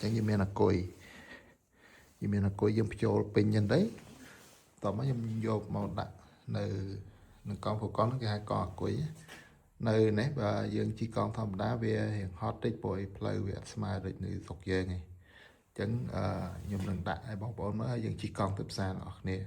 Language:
Khmer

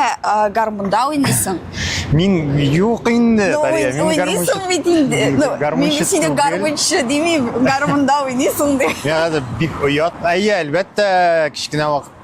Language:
Tatar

